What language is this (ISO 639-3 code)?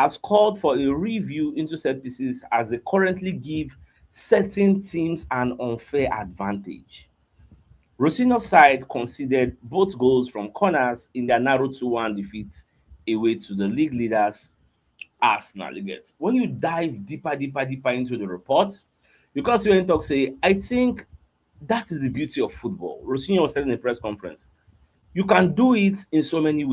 pcm